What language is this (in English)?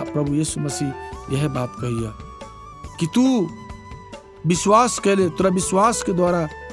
Maithili